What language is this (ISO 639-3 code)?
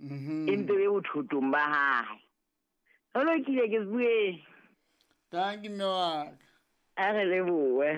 sot